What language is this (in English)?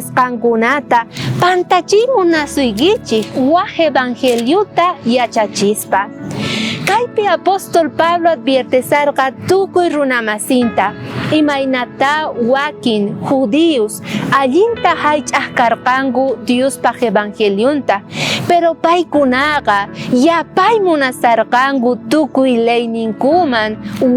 South Bolivian Quechua